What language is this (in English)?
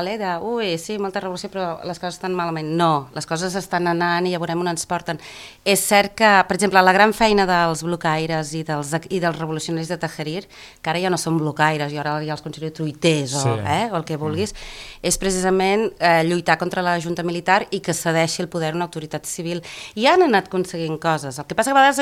Catalan